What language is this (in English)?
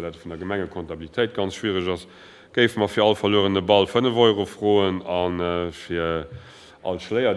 Luxembourgish